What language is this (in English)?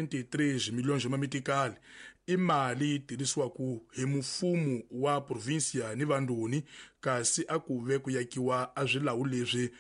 Tsonga